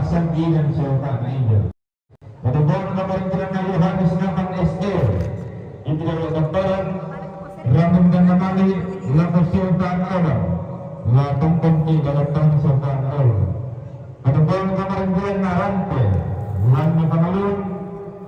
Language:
Toraja-Sa'dan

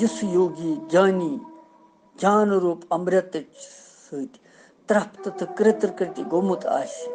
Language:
Kashmiri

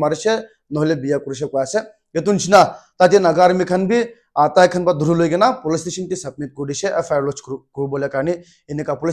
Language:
Naga Pidgin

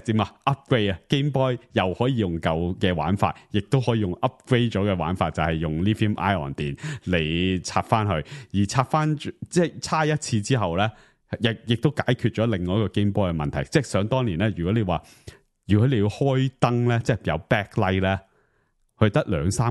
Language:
Cantonese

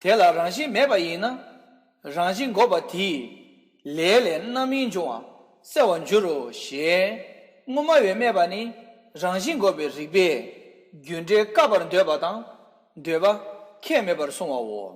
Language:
Tibetan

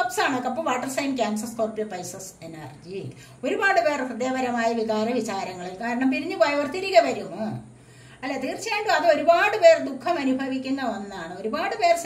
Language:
Malayalam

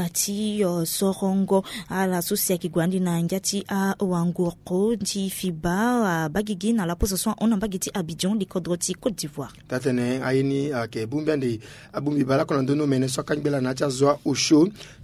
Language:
Sango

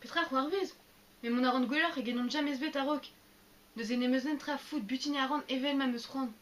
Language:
Breton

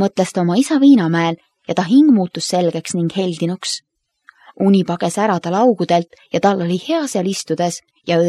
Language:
Estonian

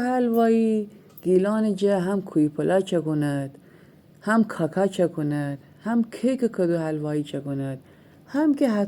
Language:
Gilaki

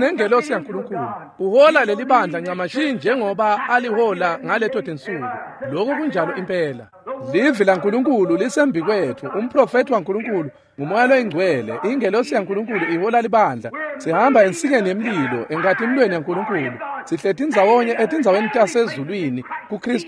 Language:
Swati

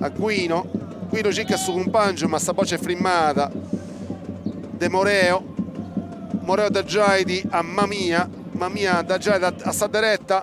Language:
Sardinian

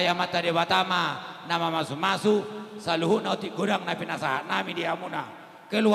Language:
Batak Toba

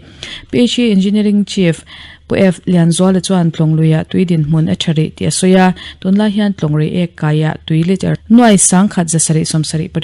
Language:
Mizo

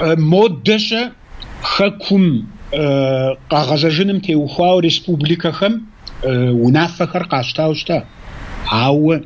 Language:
Kabardian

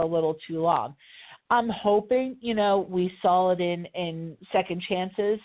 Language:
English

